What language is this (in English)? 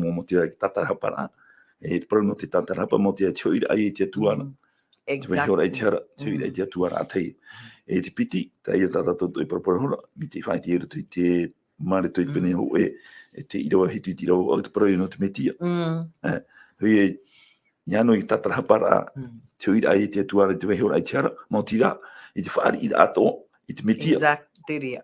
Tahitian